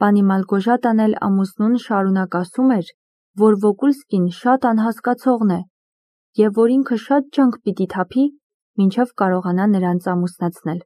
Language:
Armenian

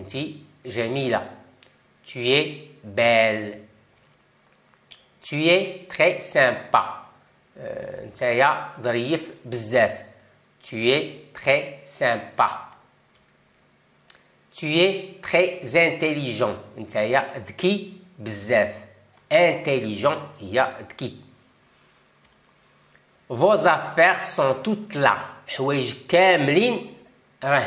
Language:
Moroccan Arabic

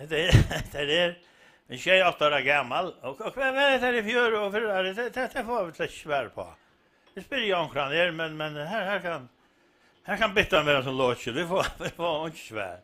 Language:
Faroese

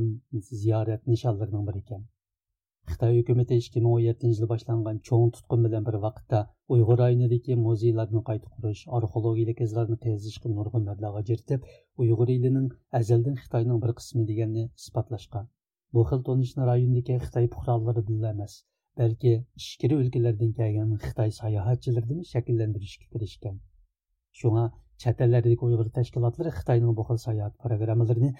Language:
Uyghur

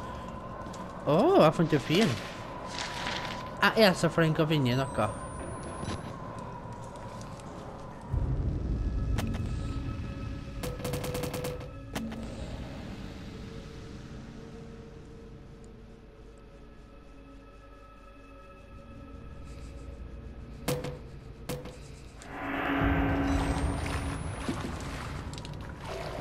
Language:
Norwegian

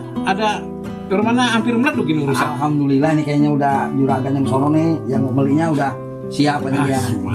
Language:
Betawi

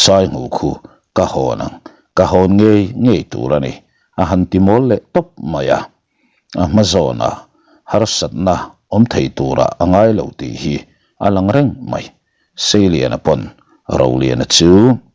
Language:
Mizo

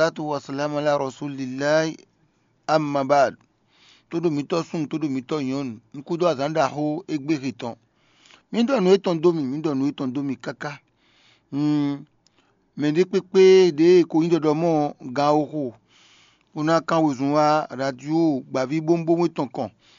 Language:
Fon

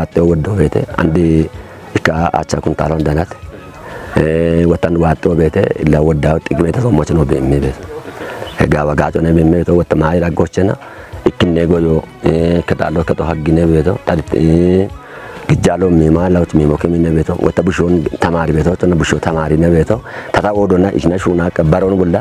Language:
Kafa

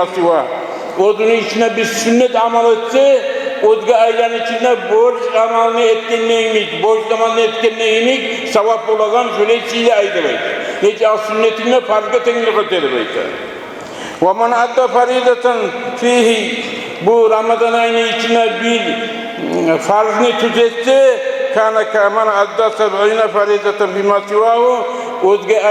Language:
Kumyk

